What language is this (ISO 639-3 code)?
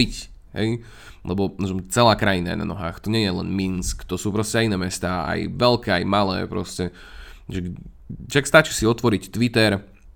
slk